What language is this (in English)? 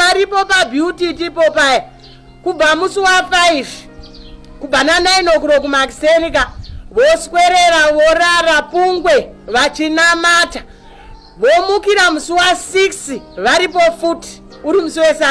Shona